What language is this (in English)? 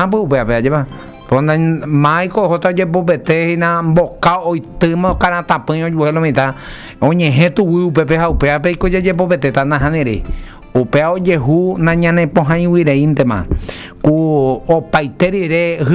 Guarani